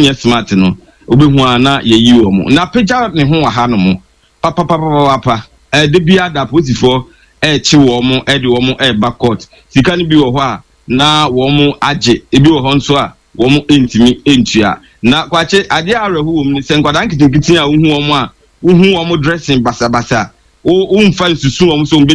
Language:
Akan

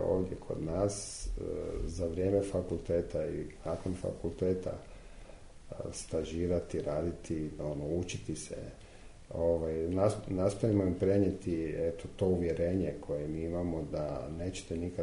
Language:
Serbian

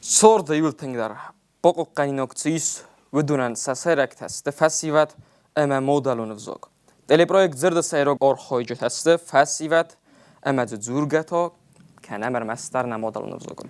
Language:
Ossetic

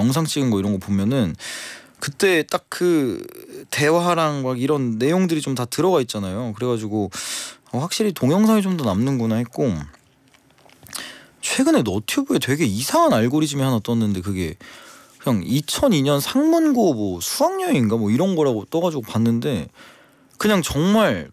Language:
Korean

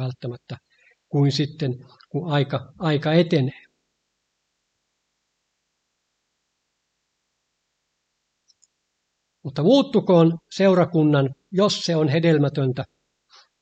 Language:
Finnish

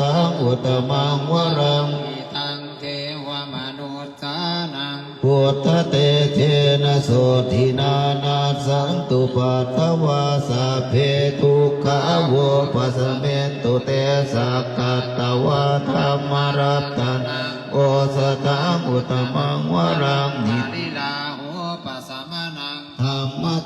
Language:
Pali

